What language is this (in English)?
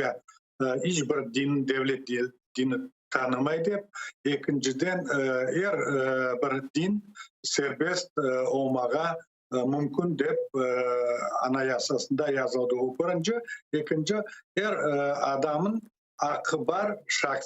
Crimean Tatar